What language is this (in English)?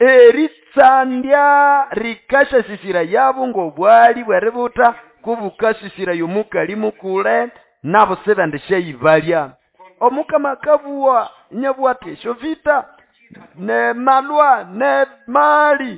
Nande